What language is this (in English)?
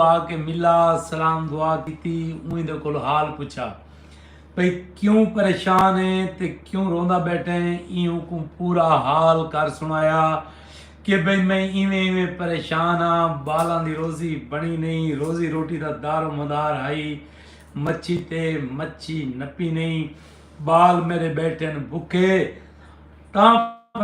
Saraiki